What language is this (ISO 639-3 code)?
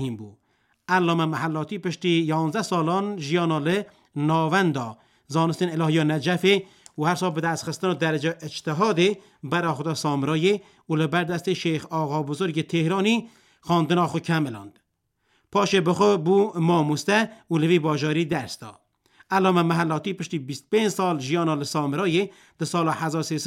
kur